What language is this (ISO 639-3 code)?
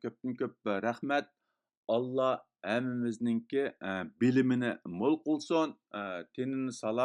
uig